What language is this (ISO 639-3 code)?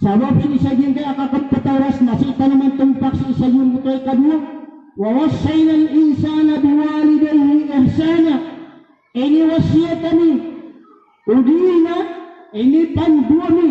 mrw